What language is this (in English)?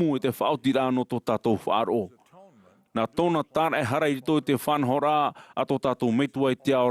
Tahitian